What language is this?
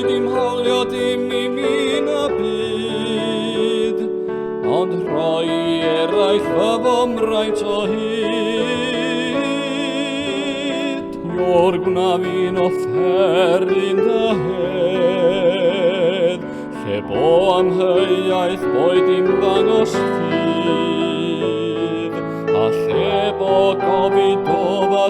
Welsh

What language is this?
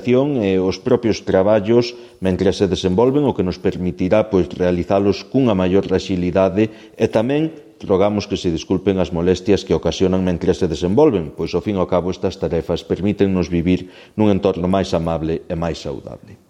Galician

